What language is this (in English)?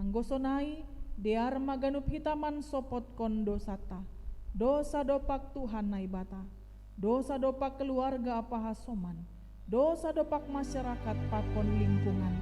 Batak Simalungun